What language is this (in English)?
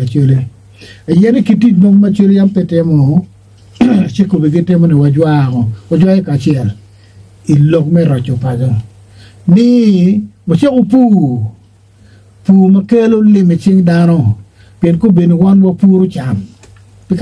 Acoli